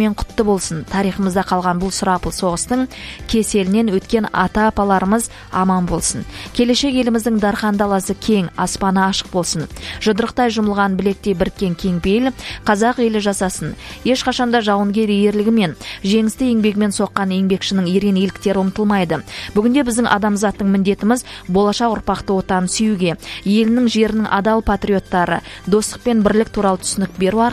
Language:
Kazakh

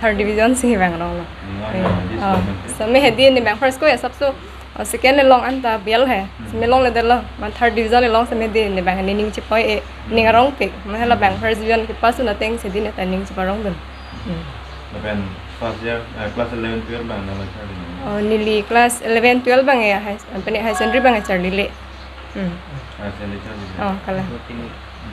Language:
Karbi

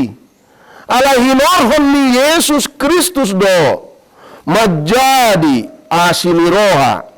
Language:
Batak Toba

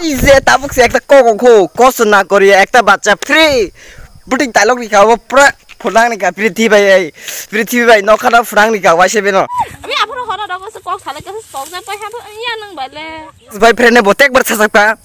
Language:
Kok Borok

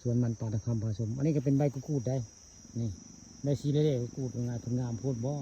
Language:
Northeastern Thai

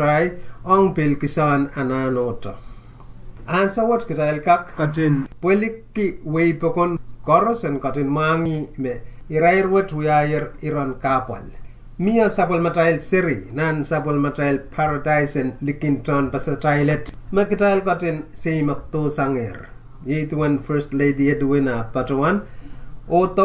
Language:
Pohnpeian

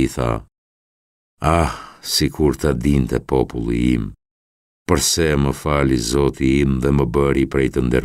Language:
Albanian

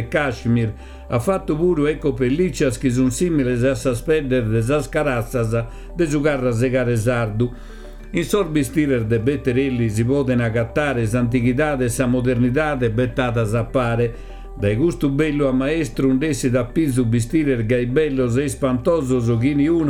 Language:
Sardinian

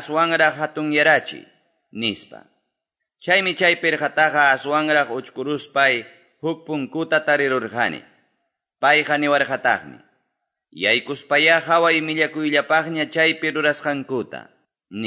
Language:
Quechua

